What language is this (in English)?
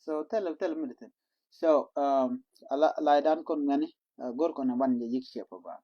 Nuer